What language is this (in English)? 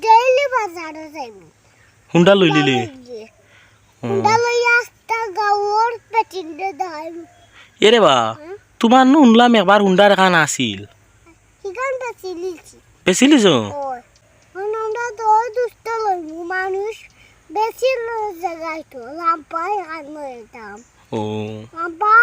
Sylheti